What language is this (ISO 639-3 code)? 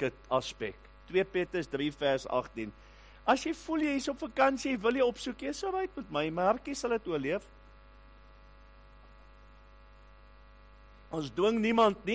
afr